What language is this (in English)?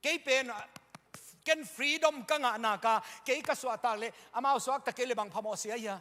Tedim Chin